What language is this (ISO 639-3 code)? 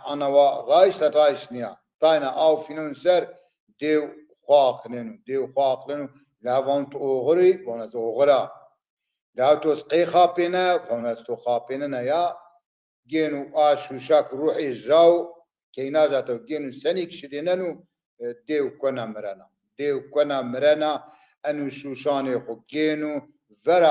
zza